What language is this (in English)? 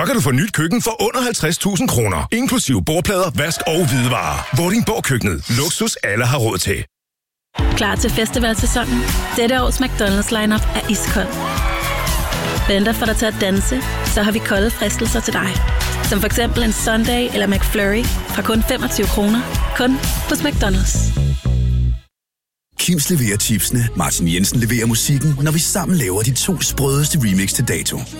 Danish